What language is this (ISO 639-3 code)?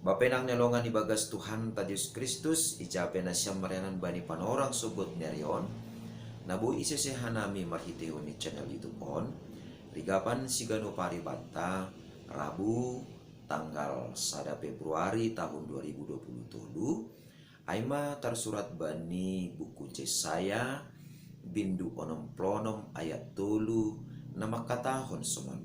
bts